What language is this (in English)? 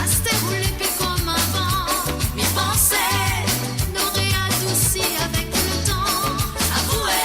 Morisyen